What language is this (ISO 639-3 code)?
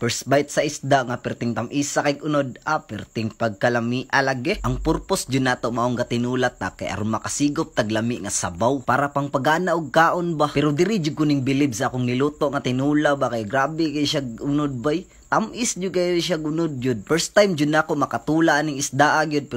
ceb